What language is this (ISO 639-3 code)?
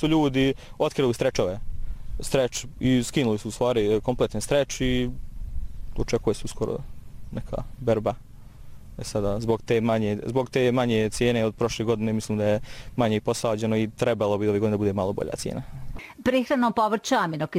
bos